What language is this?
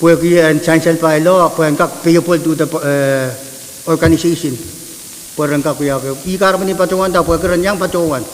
Pohnpeian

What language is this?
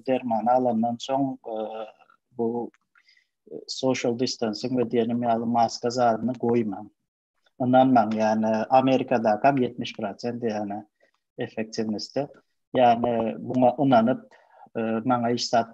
Turkmen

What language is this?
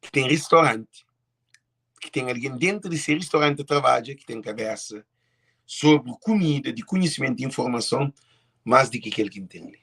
Kabuverdianu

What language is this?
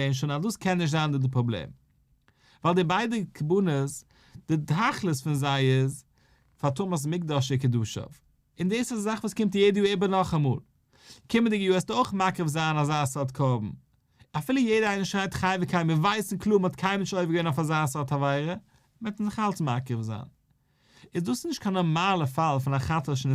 Yiddish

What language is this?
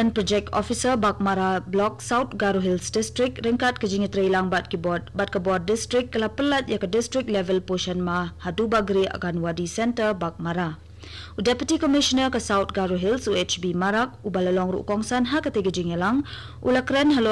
Khasi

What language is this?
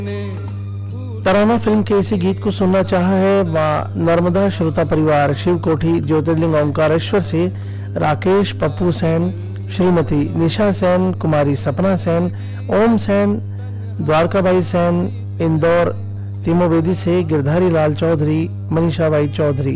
Hindi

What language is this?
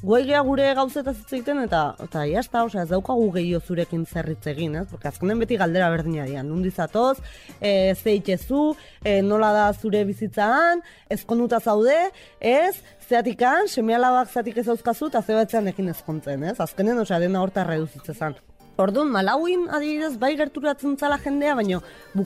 Basque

